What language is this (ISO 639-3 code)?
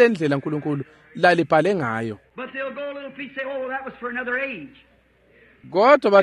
ssw